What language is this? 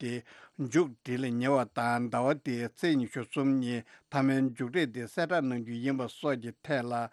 Tibetan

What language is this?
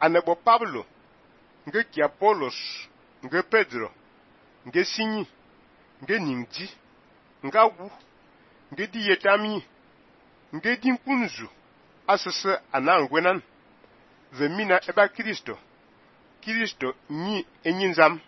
Fang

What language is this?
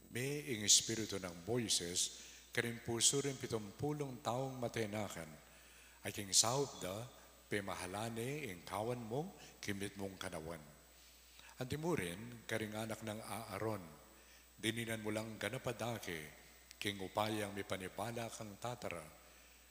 Pampanga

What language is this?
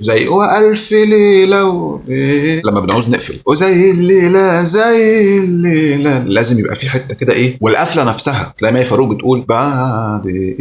Egyptian Arabic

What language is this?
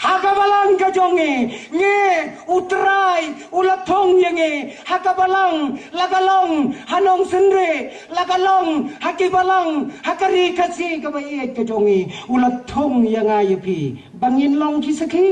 Khasi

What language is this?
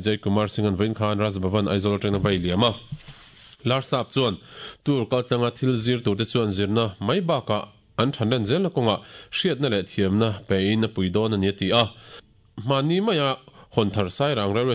Mizo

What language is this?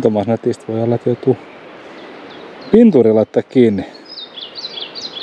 Finnish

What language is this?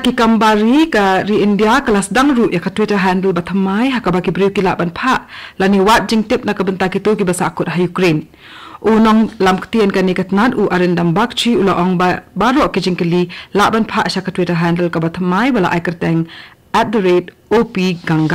Khasi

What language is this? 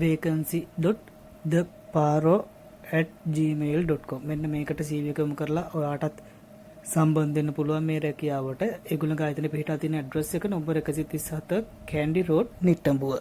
Sinhala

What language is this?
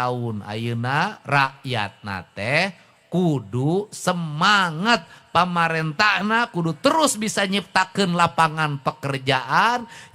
Sundanese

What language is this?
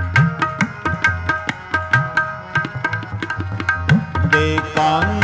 Punjabi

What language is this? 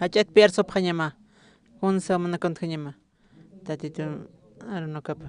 Aymara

